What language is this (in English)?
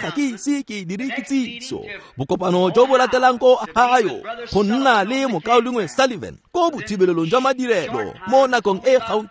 Tswana